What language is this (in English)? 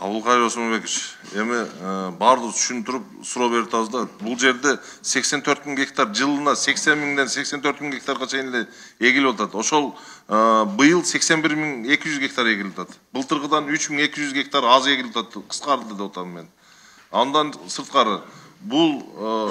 Kyrgyz